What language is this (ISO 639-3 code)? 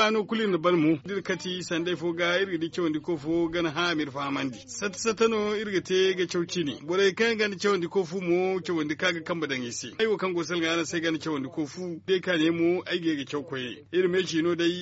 dje